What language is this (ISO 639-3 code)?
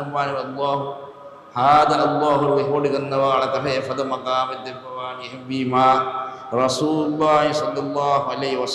div